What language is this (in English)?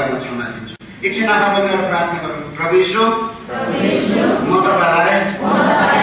Nepali